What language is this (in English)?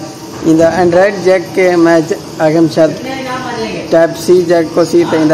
Saraiki